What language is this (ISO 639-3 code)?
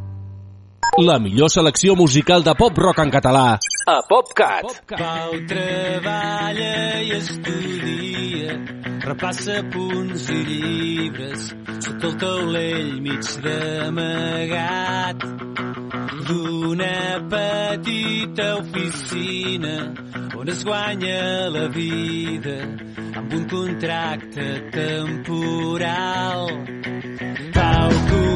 cat